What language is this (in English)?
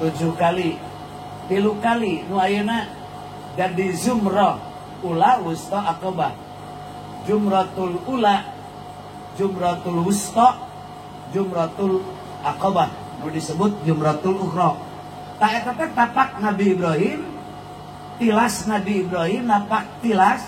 Sundanese